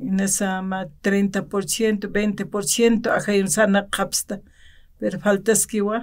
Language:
Aymara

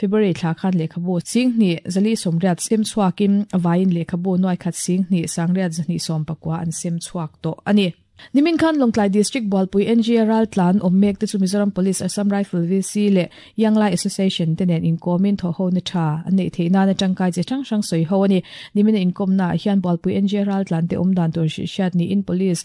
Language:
Mizo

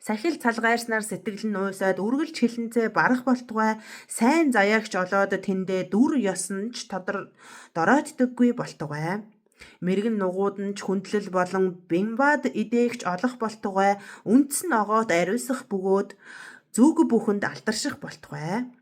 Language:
Mongolian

